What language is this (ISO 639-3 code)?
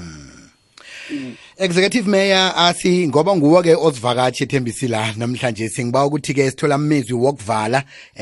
nbl